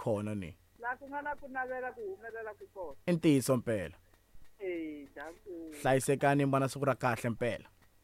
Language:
Tsonga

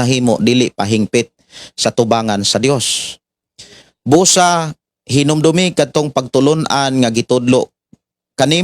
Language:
Cebuano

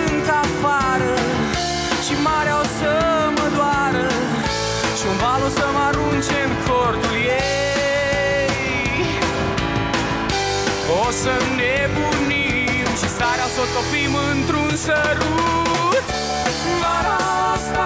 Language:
Romanian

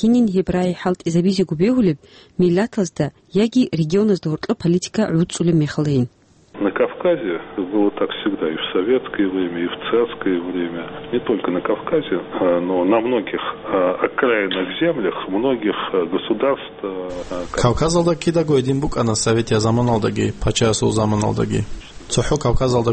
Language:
Avaric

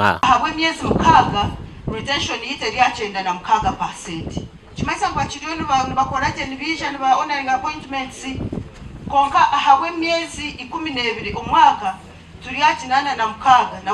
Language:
Nyankole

